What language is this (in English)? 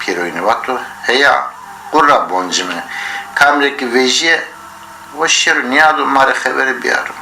Zaza